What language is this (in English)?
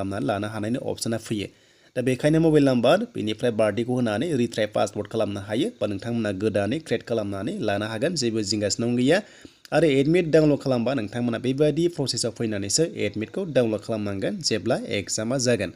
Bodo